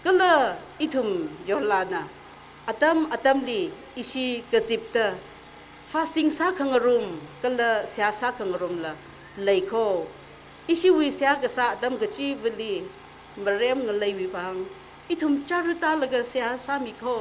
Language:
Tangkhul Naga (India)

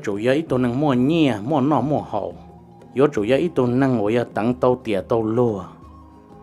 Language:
Hmong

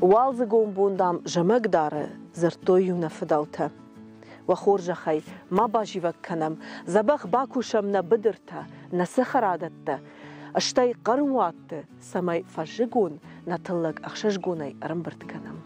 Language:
Ossetic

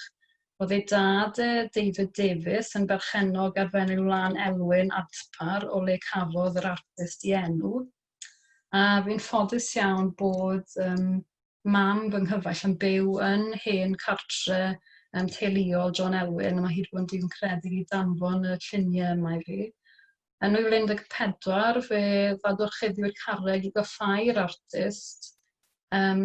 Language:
Welsh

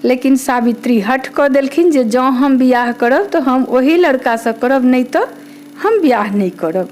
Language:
Maithili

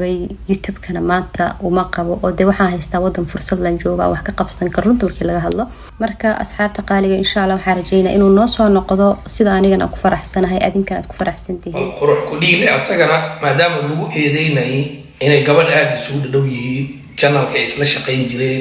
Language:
Somali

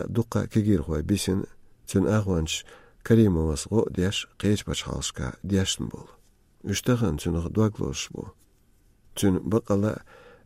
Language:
Chechen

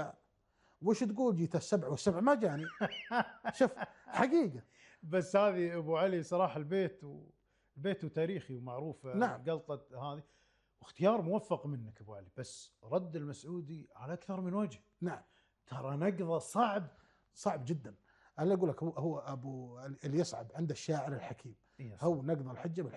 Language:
Gulf Arabic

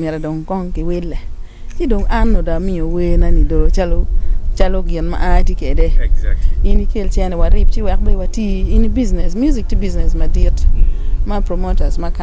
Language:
Acoli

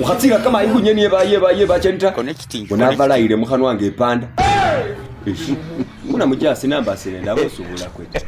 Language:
Masaaba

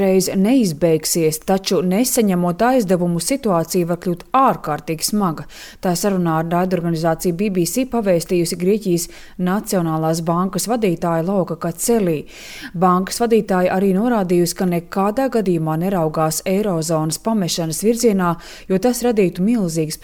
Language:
Latvian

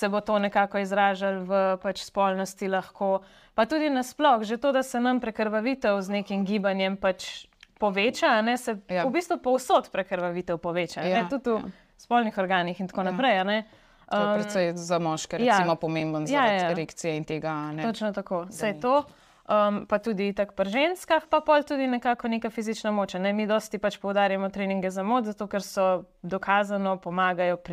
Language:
Slovenian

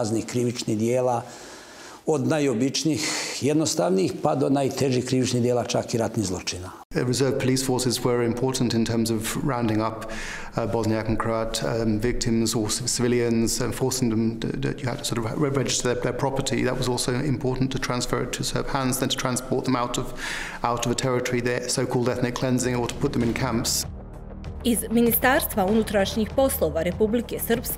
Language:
Bosnian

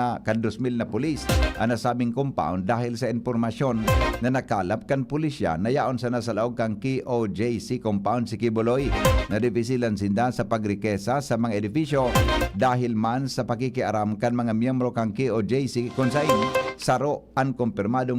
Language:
Bikol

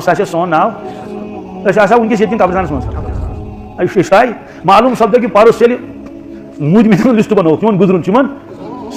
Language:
Kashmiri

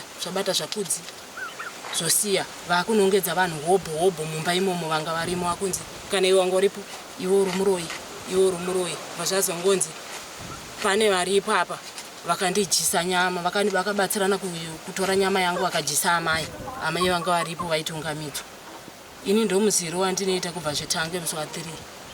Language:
Shona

